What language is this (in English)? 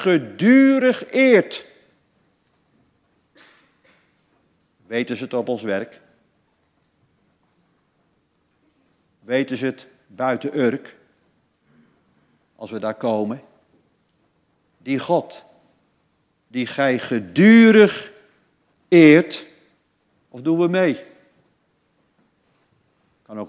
Dutch